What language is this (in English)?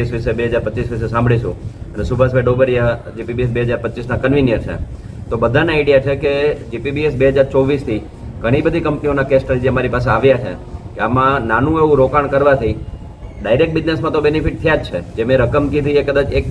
Gujarati